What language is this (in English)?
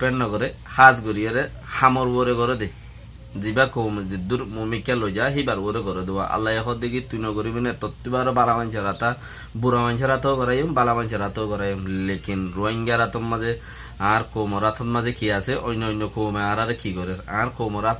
Rohingya